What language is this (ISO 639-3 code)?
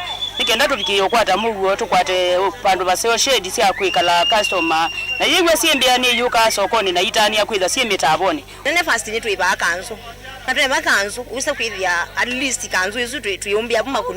kam